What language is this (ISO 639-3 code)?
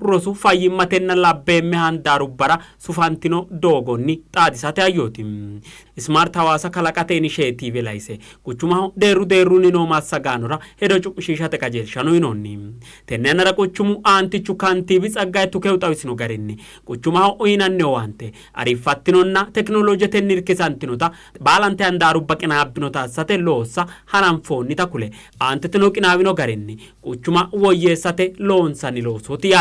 sid